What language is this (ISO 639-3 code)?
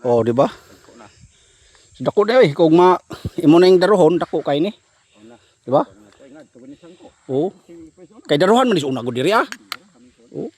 ceb